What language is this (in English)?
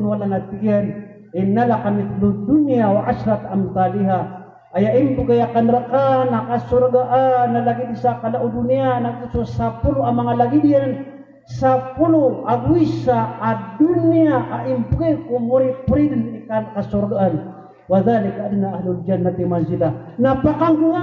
Maranao